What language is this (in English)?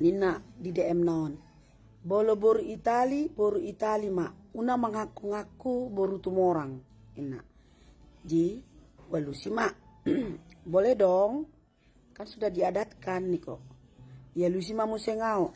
Batak Toba